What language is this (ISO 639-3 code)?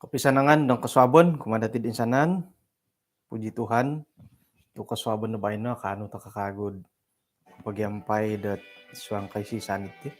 dtp